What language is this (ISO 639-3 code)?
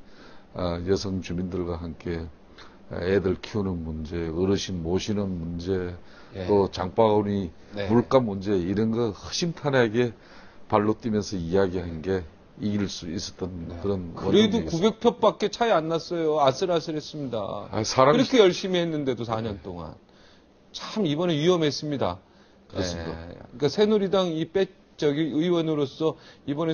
kor